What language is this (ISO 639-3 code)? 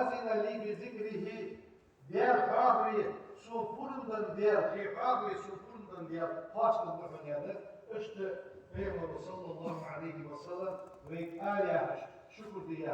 inh